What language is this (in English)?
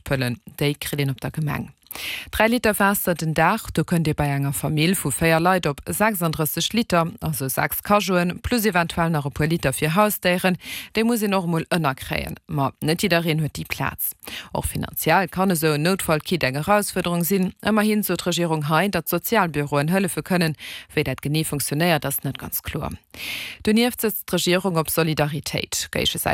Luxembourgish